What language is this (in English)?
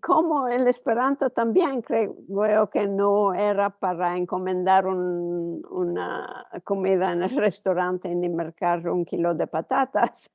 Ladino